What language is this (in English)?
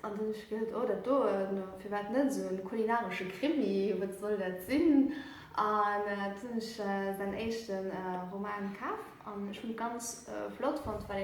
Luxembourgish